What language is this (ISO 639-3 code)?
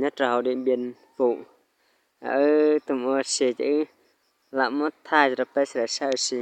hmn